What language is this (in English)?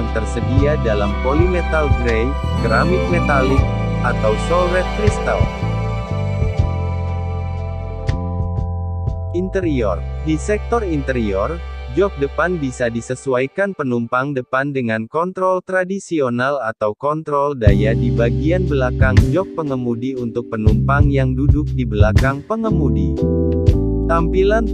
Indonesian